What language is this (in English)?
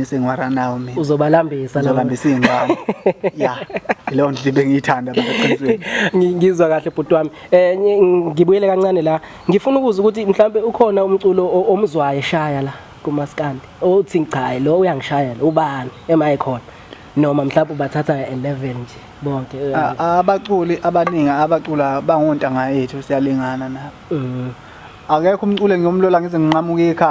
Zulu